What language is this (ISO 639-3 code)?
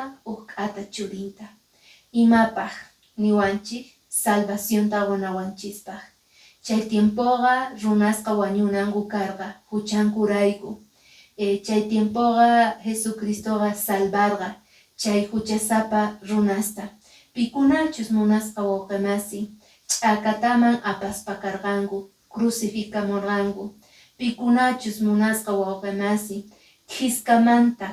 que